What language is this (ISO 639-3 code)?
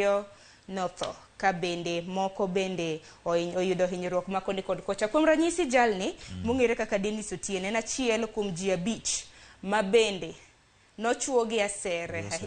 luo